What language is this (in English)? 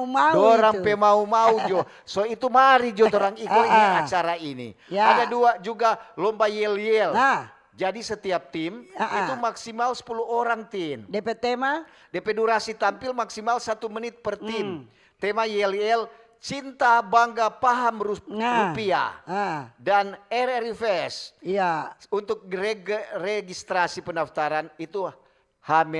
Manado Malay